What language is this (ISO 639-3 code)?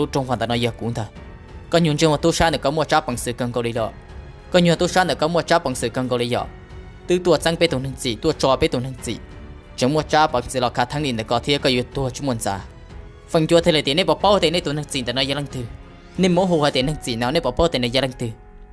hmn